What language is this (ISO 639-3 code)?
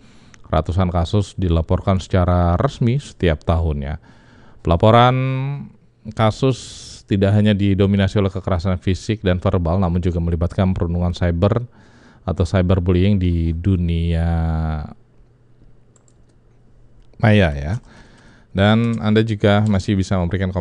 ind